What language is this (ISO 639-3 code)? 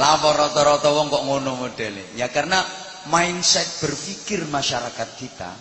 jav